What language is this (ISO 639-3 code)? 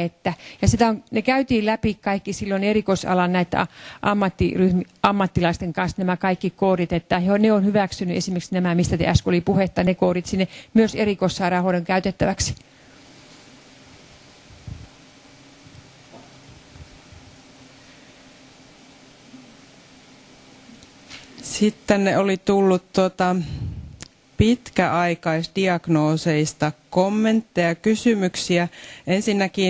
fin